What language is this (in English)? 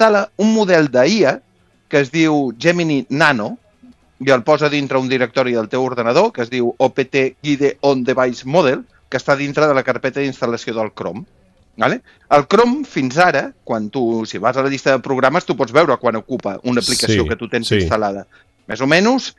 Catalan